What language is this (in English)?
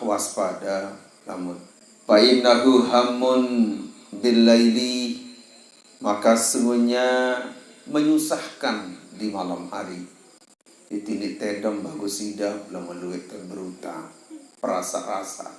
Sasak